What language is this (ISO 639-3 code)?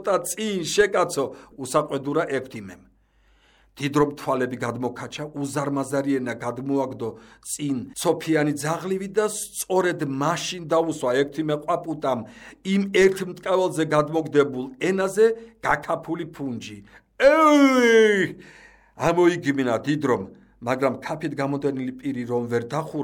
kat